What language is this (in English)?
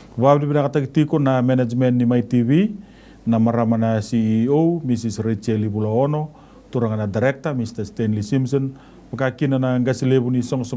Fijian